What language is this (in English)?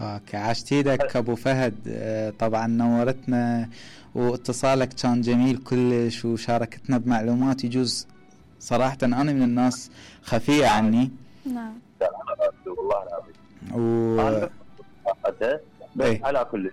Mesopotamian Arabic